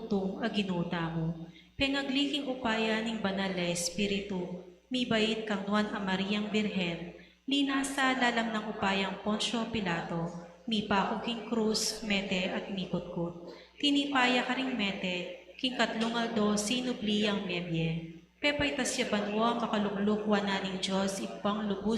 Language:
Pampanga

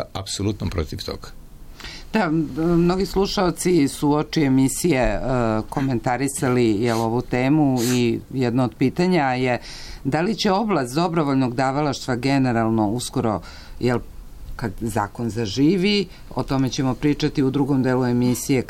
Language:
Serbian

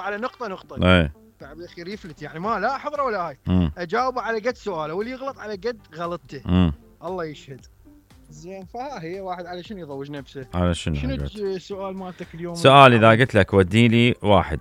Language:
Mesopotamian Arabic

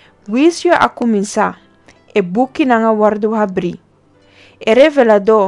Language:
Papiamento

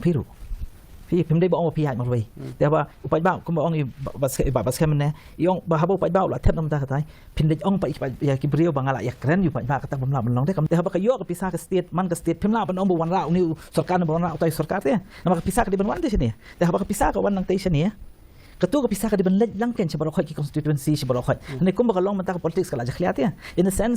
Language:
Khasi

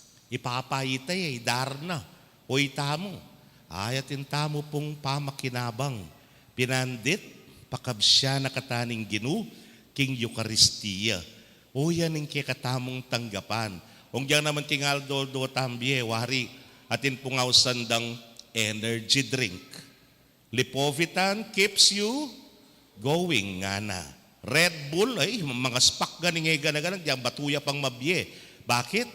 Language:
Pampanga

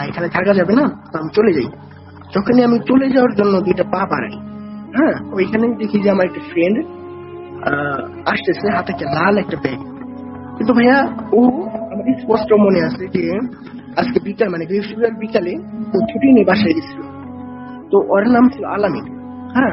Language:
Bangla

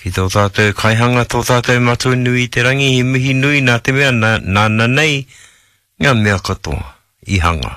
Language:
Māori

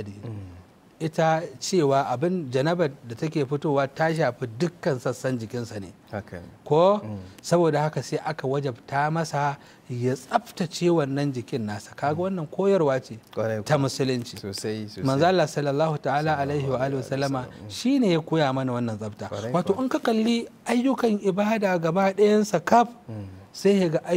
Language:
Hausa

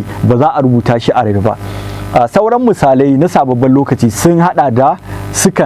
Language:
Hausa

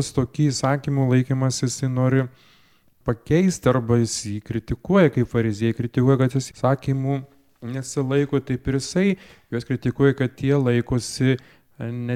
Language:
Lithuanian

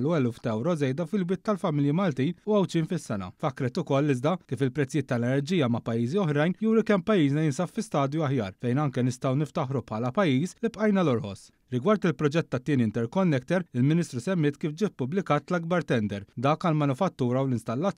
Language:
Maltese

